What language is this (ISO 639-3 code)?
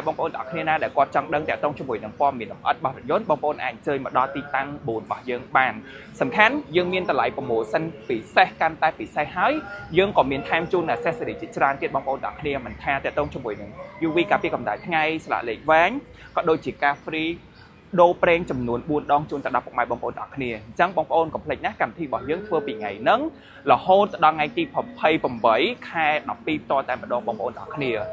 khm